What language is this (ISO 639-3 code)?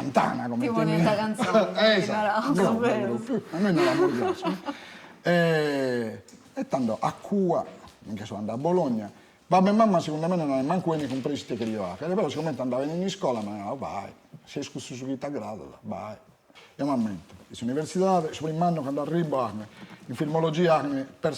srd